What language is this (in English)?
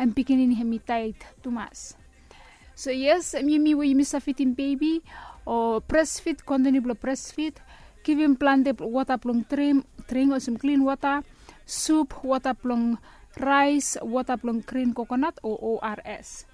Bislama